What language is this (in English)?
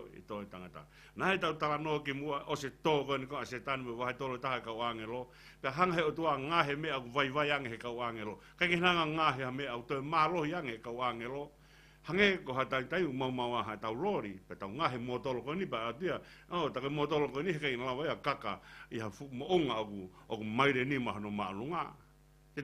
Tongan